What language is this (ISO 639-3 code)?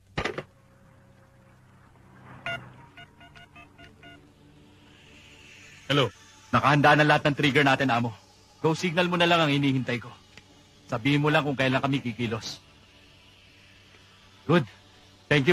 fil